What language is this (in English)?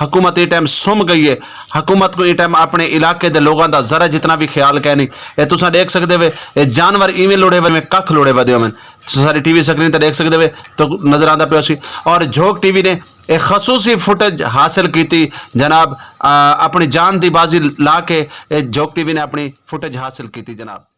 Saraiki